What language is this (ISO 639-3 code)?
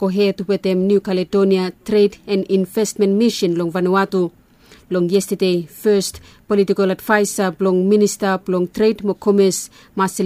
bis